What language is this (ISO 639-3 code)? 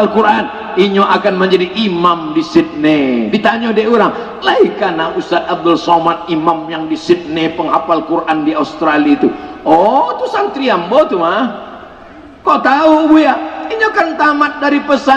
min